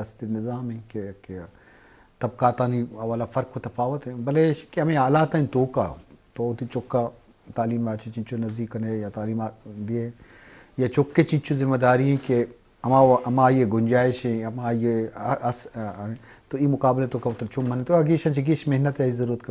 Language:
Eastern Balochi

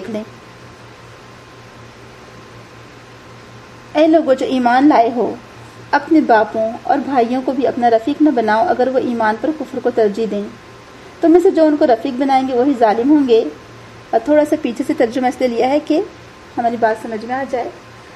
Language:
Urdu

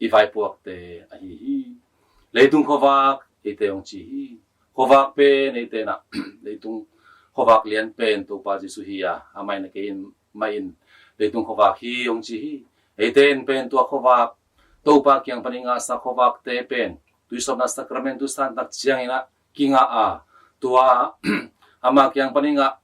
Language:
Tedim Chin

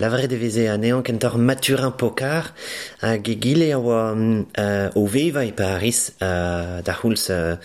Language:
Breton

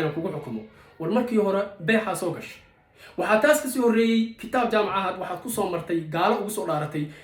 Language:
Somali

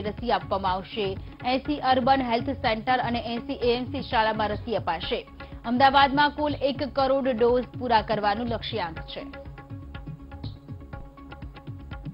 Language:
Gujarati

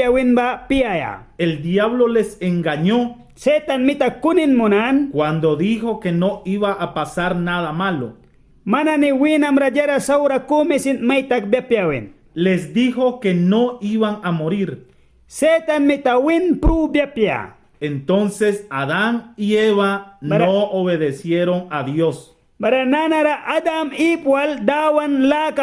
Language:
Mískito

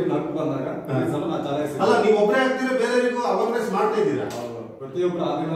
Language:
Kannada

